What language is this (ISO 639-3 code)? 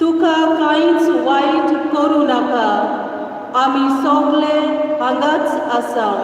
kok